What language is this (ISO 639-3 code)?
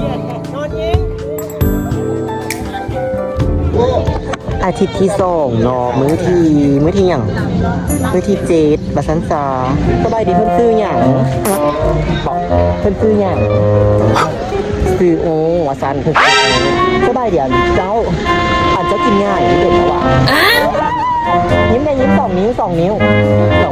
lao